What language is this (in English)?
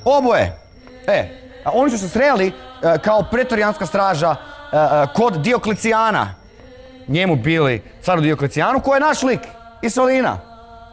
Croatian